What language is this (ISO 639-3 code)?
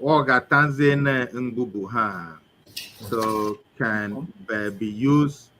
ewe